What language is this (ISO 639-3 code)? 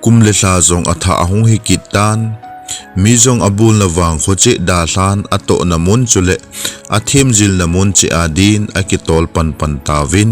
tcz